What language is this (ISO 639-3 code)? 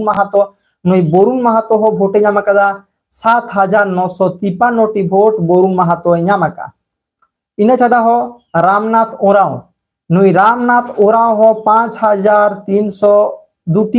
sat